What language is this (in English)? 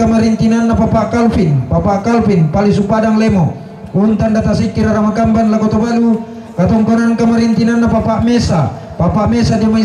Toraja-Sa'dan